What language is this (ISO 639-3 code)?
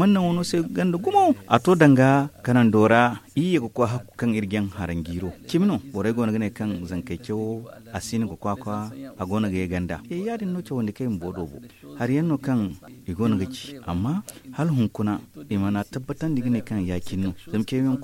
dje